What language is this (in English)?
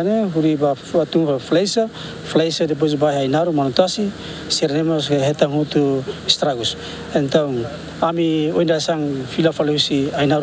Tetum